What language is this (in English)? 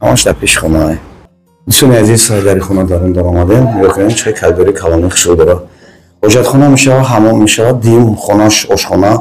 Tajik